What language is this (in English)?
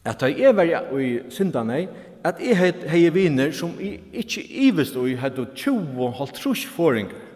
Faroese